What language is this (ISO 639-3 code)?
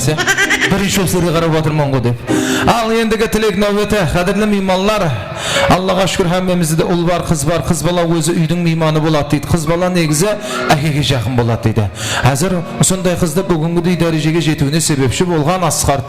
kaa